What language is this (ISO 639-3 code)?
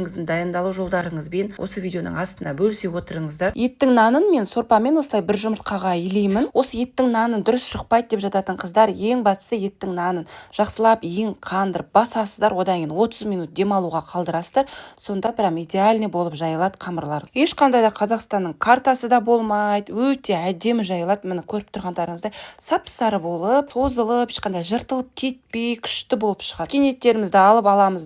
kaz